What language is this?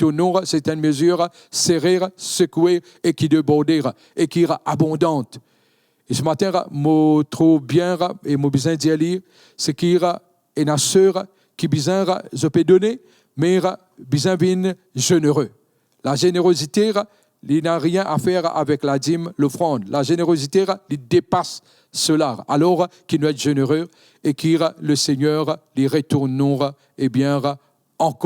Morisyen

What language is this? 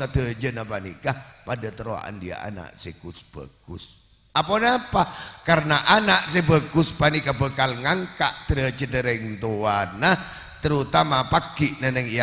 Madurese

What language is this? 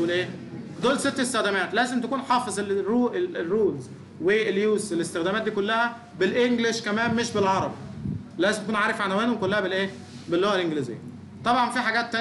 Egyptian Arabic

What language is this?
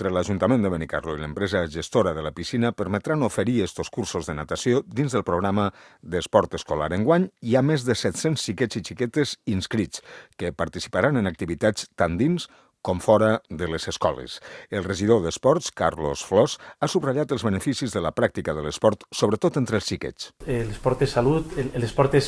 Catalan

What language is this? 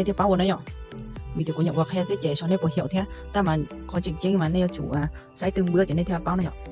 Hmong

